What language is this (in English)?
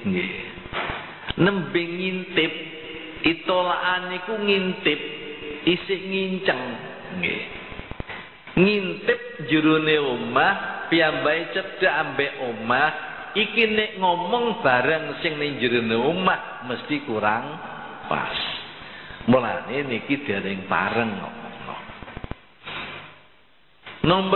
Javanese